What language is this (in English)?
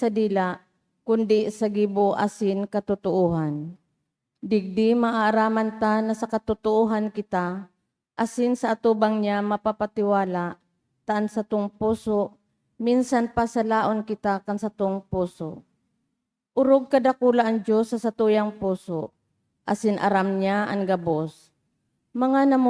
Bikol